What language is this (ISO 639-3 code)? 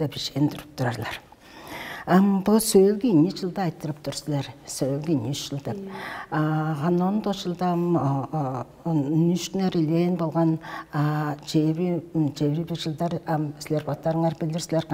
tyv